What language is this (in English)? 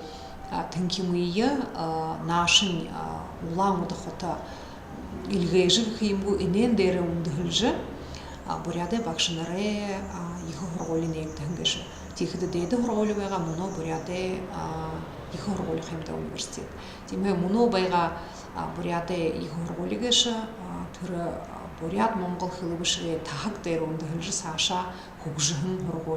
Buriat